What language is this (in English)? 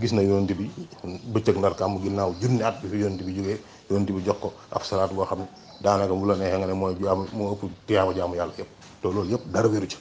Wolof